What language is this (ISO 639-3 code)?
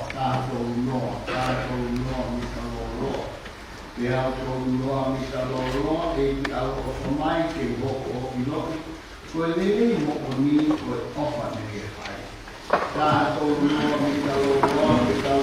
ton